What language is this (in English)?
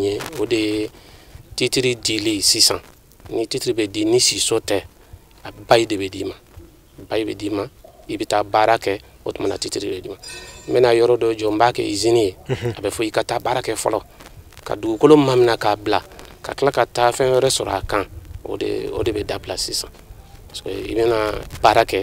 Bambara